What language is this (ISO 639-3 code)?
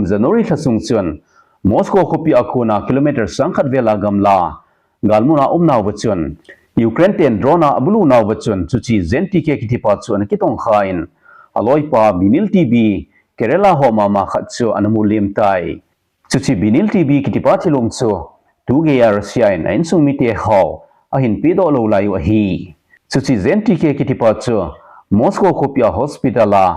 tcz